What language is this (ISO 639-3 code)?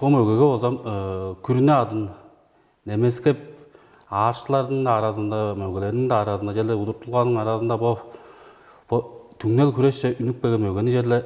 tyv